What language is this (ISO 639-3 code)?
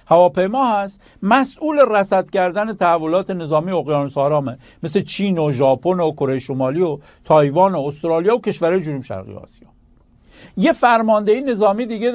fas